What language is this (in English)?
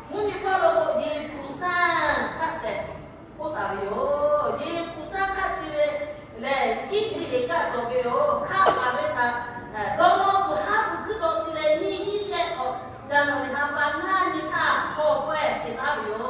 Lahu